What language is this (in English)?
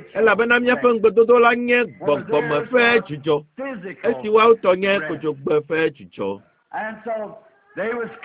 Ewe